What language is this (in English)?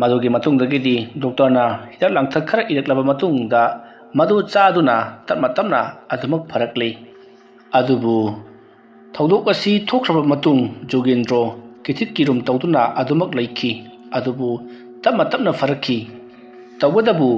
Manipuri